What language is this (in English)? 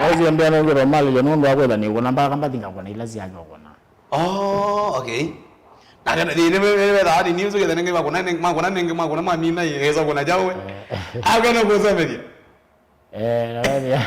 Kamba